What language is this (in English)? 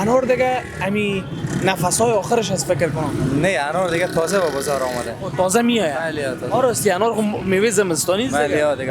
Persian